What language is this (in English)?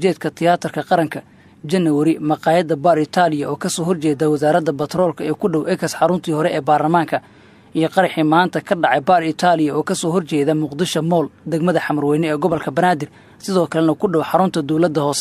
Somali